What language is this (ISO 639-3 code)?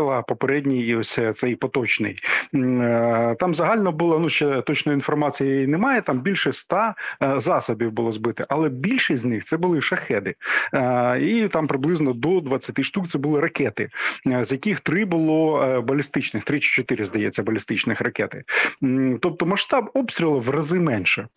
ukr